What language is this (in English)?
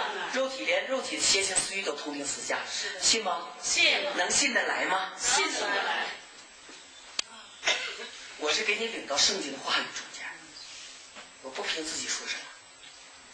Chinese